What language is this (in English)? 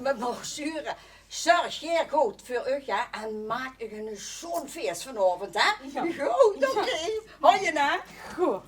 Limburgish